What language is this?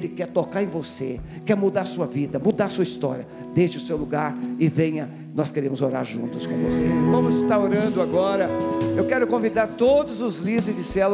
Portuguese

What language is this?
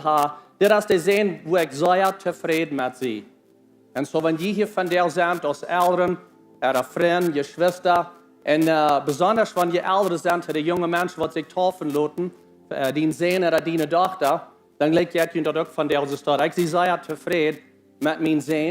Plautdietsch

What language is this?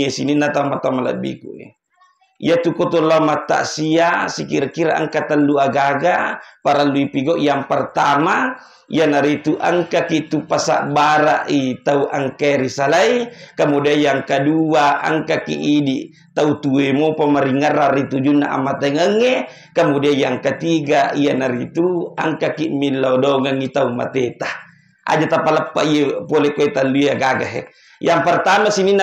Buginese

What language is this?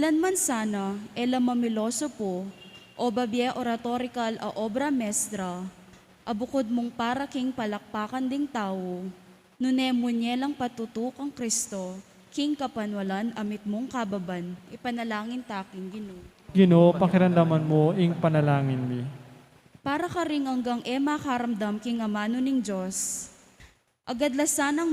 Pampanga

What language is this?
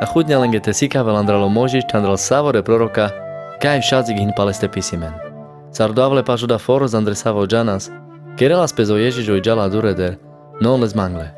Carpathian Romani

